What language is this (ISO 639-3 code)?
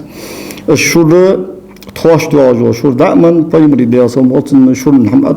inh